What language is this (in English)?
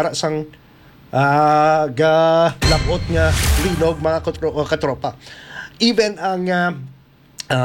Hiligaynon